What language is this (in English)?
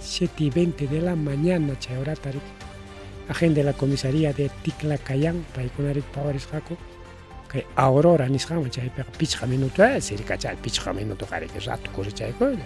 Ayacucho Quechua